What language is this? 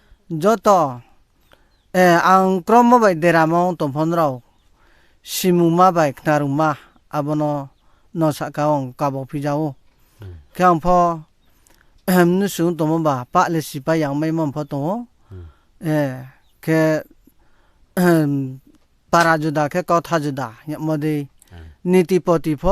Riang (India)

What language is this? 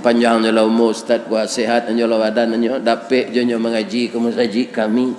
Minangkabau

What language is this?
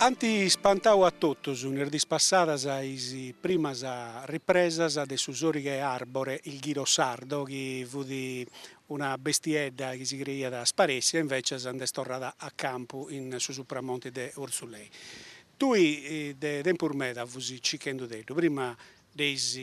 Sardinian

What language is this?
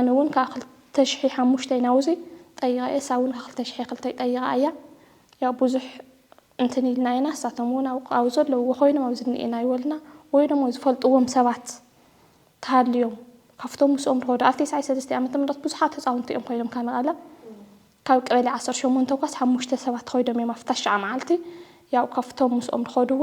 Tigrinya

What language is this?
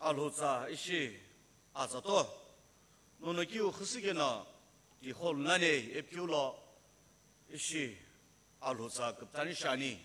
Sumi Naga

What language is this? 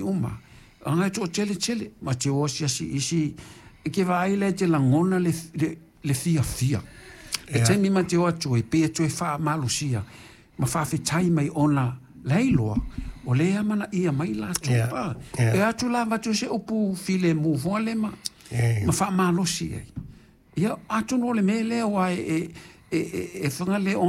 Samoan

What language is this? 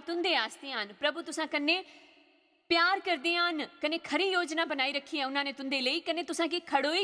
Dogri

